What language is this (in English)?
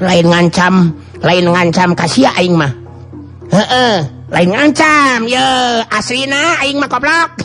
Sundanese